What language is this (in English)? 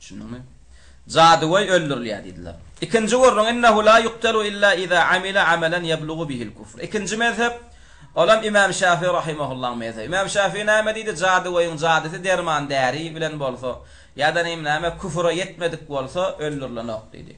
Turkmen